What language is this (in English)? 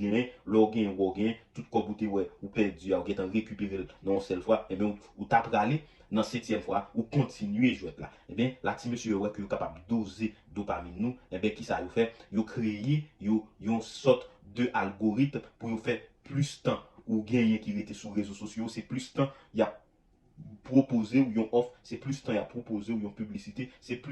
Haitian Creole